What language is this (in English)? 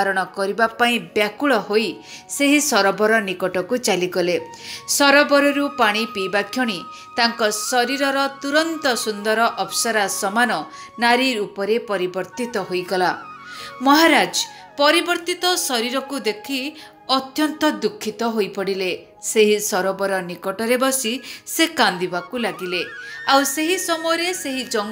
Odia